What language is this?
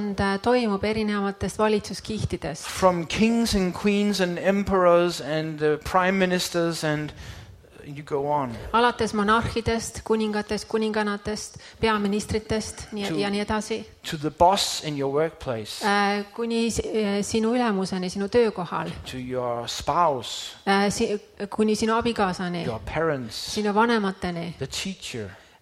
Estonian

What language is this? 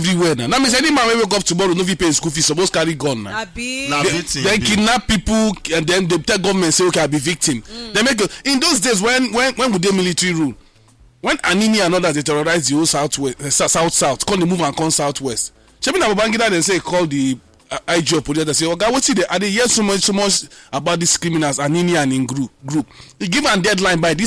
Nigerian Pidgin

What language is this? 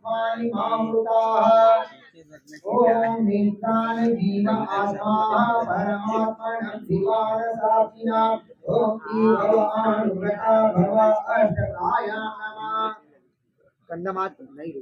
Chhattisgarhi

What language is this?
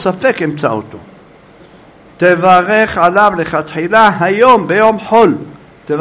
Hebrew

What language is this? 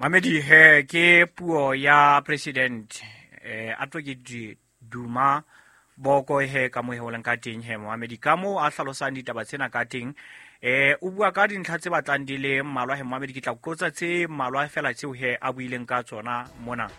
Southern Sotho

